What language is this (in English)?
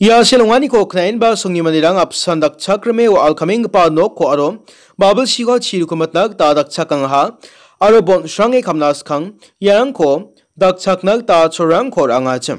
Garo